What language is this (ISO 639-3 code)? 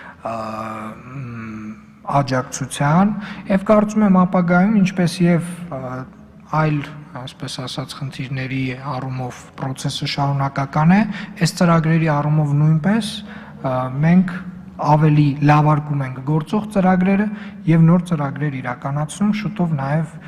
hye